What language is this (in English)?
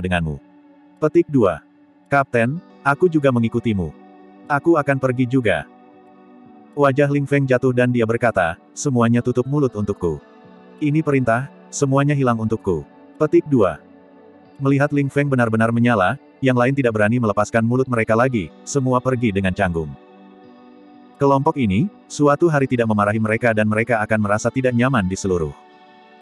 Indonesian